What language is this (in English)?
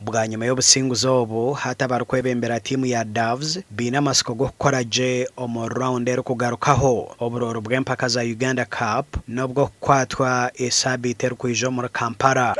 Nyankole